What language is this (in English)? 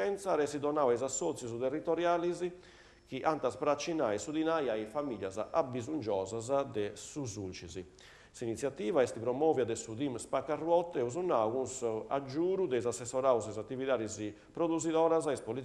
Sardinian